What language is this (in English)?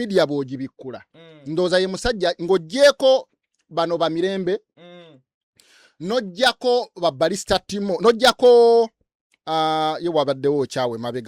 Ganda